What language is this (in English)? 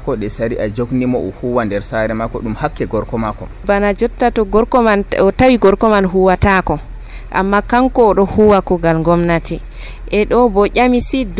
Nigerian Fulfulde